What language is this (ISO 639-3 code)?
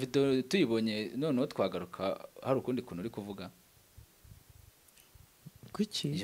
kin